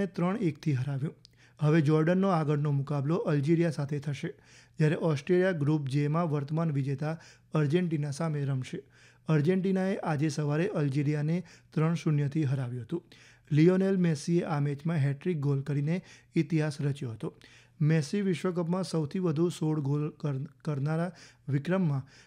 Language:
Gujarati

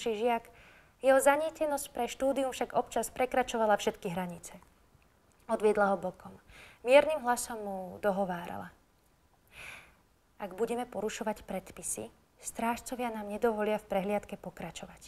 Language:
Slovak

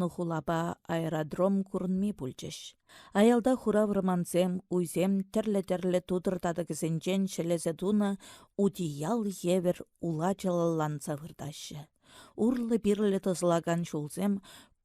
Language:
Chuvash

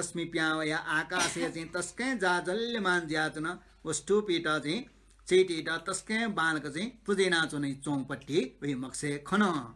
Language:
Newari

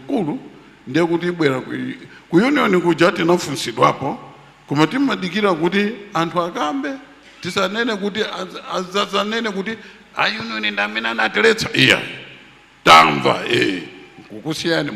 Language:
Nyanja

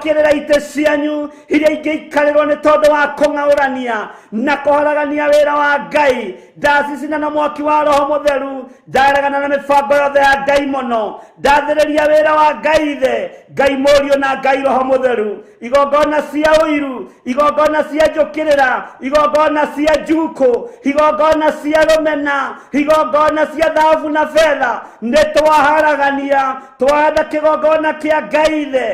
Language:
Kikuyu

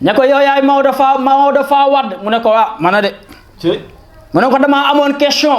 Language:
Wolof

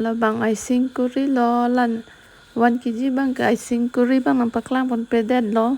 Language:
Karbi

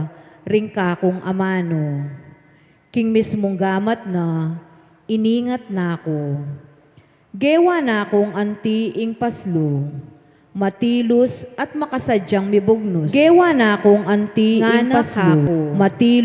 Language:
Pampanga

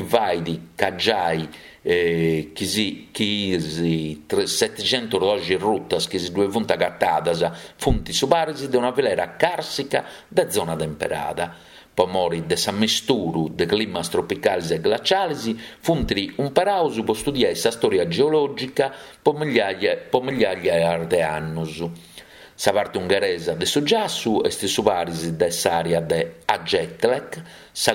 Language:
Sardinian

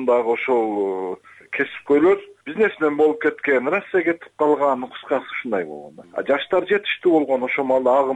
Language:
Kyrgyz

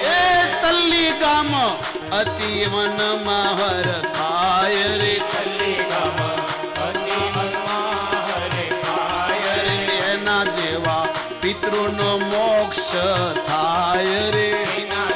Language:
Gujarati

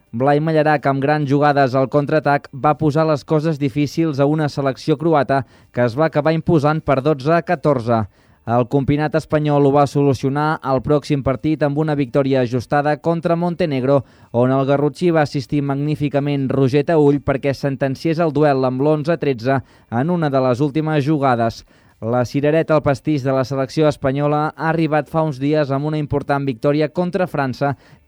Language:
Catalan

